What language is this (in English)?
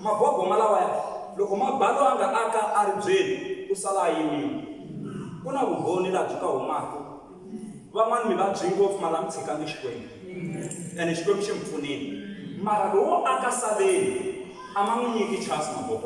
Tsonga